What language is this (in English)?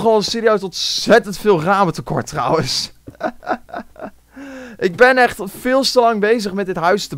Dutch